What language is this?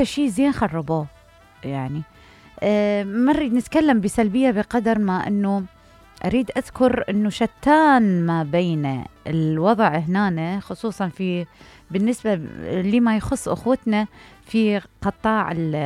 Mesopotamian Arabic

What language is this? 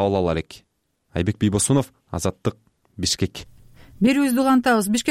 Kyrgyz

